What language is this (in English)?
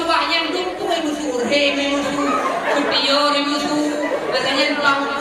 Achinese